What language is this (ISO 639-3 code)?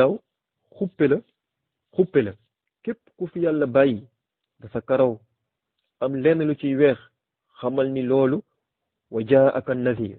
wol